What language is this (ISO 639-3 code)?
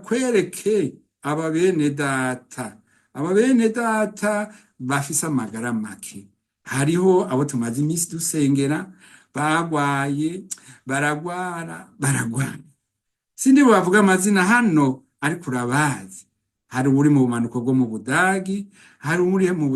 run